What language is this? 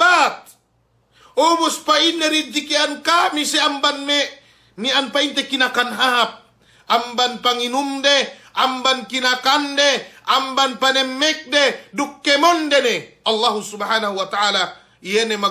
Yakan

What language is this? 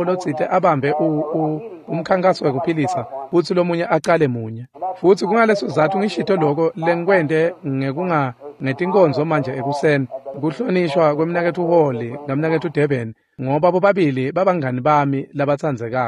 Swati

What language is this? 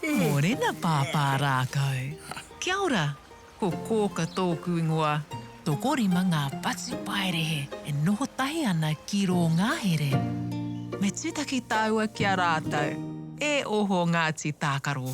Māori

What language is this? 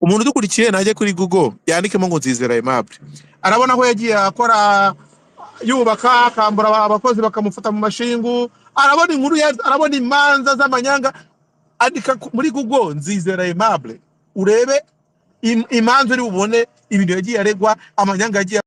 Kinyarwanda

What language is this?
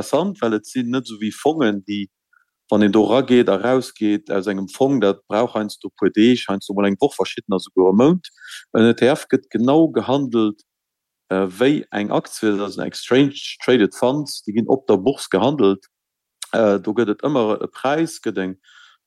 Luxembourgish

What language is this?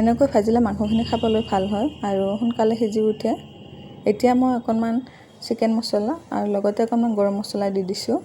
Assamese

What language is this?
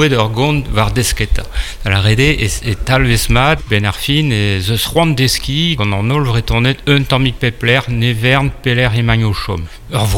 Breton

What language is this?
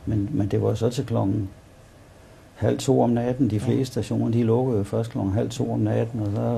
Danish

